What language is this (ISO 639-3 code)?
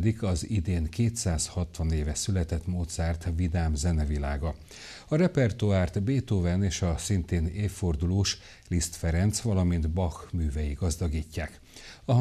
hun